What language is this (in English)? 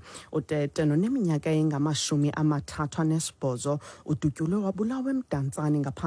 Xhosa